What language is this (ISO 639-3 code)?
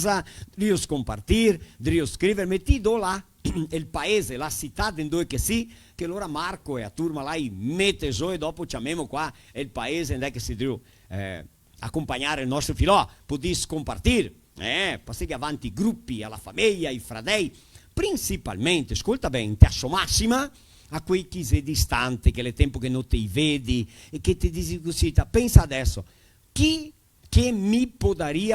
vec